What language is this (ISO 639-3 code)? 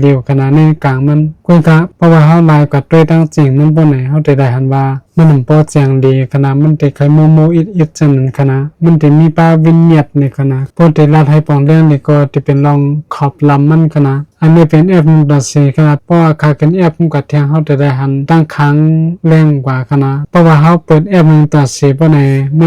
shn